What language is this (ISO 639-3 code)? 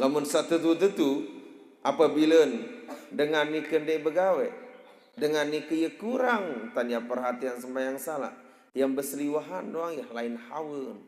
sas